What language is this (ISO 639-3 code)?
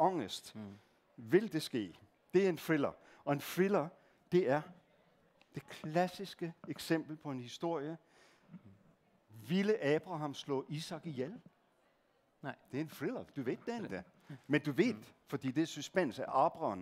swe